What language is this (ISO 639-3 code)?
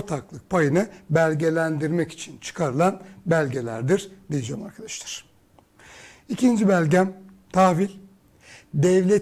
tur